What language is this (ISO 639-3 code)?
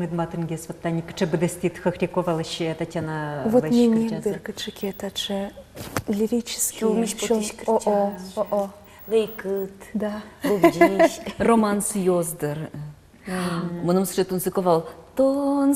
udm